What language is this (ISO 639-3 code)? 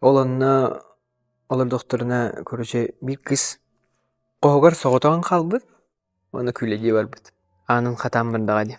sah